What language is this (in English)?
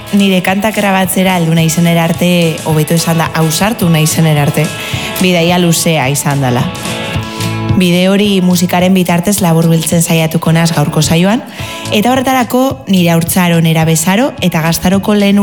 Basque